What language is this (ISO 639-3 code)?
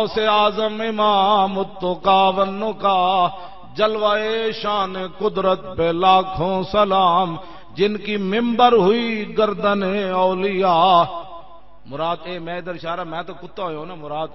lah